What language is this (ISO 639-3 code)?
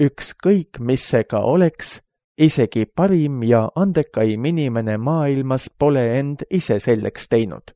est